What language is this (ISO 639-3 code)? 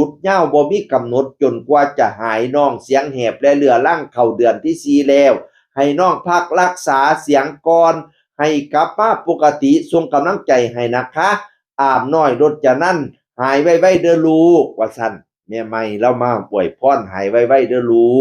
tts